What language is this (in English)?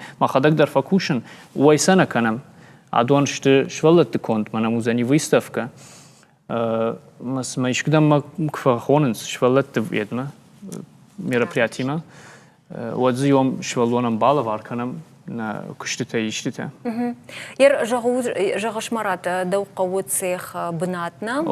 Ossetic